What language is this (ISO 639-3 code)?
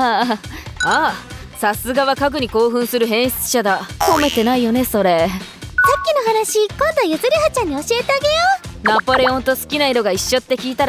jpn